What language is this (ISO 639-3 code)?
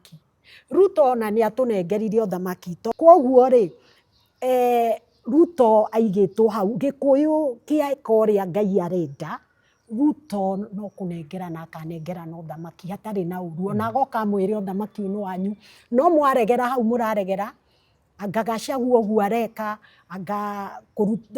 kik